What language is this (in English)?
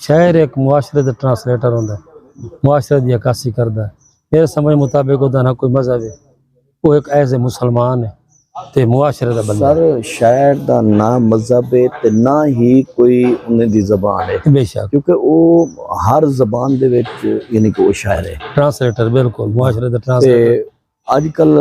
Saraiki